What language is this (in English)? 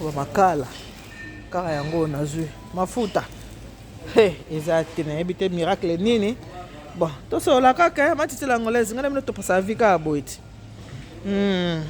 Lingala